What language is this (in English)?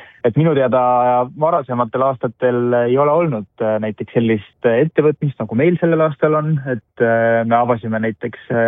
Estonian